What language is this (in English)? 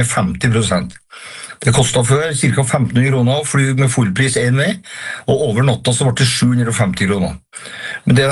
Norwegian